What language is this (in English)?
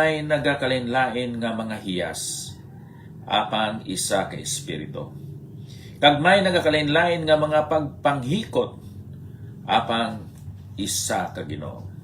Hiligaynon